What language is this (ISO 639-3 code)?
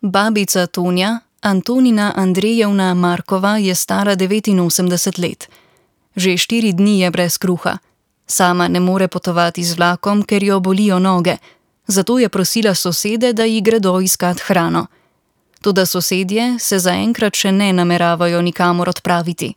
slv